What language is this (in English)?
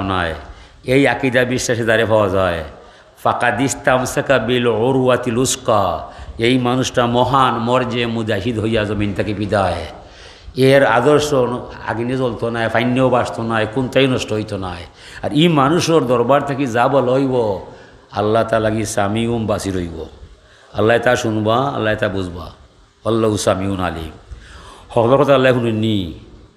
Sylheti